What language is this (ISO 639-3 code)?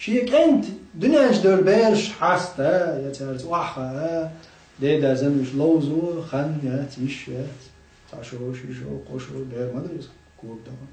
che